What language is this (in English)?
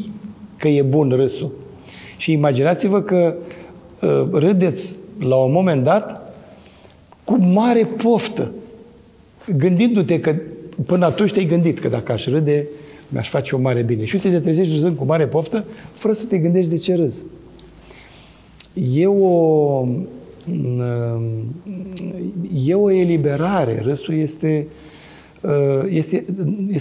Romanian